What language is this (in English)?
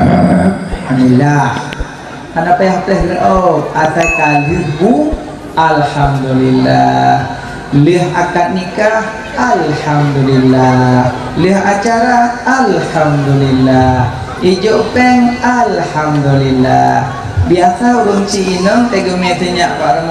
Achinese